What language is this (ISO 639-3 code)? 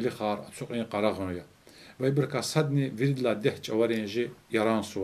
lez